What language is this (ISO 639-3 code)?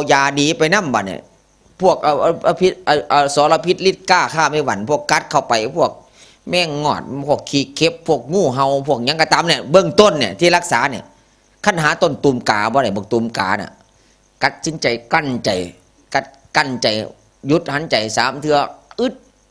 tts